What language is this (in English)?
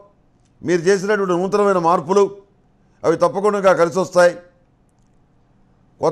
Telugu